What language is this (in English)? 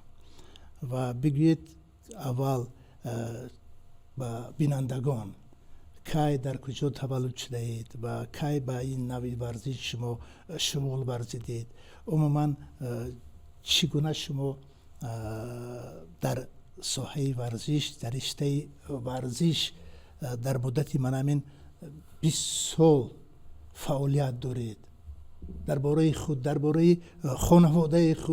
Tajik